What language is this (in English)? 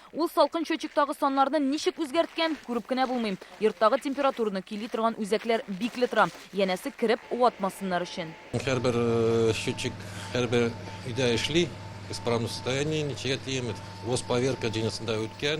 Tatar